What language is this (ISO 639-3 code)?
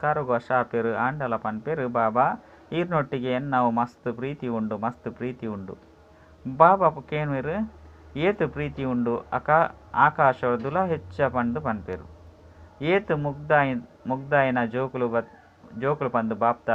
tcy